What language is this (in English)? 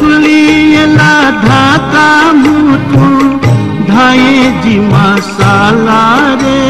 Newari